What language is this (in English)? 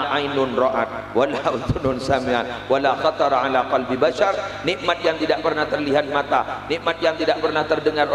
Madurese